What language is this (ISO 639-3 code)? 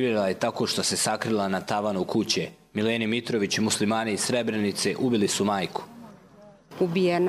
hrv